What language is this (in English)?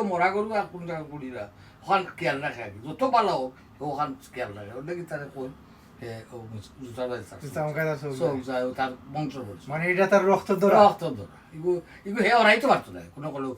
Sylheti